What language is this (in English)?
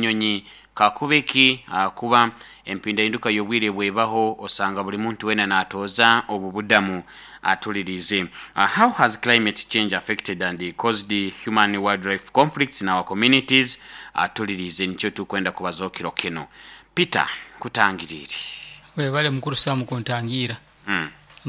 Nyoro